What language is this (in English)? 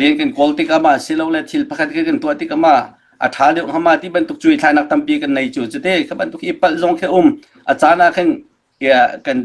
Hakha Chin